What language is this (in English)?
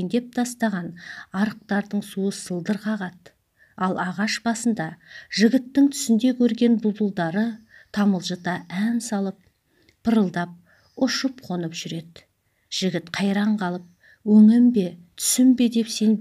Kazakh